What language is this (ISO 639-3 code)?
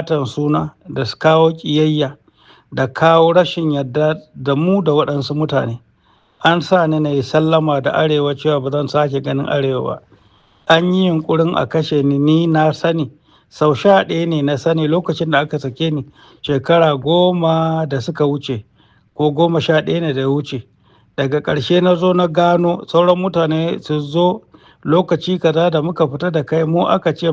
hau